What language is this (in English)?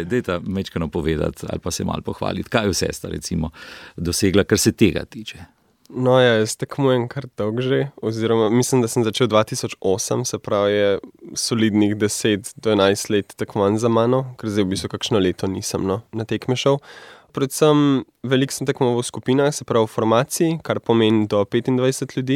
Slovenian